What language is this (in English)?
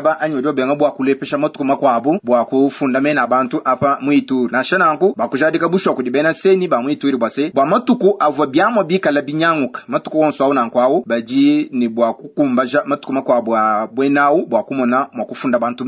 Luba-Lulua